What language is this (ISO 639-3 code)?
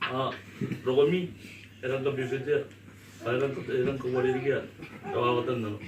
gil